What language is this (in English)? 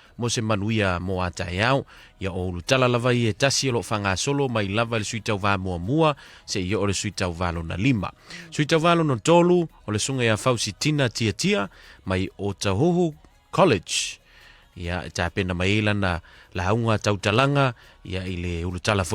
Samoan